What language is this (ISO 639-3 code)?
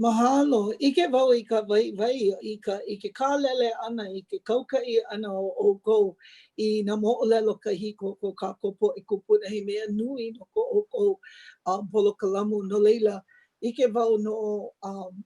haw